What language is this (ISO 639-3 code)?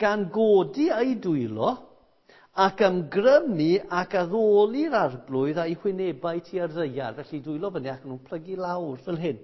cym